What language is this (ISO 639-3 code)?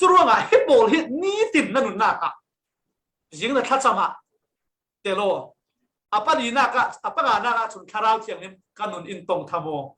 cfm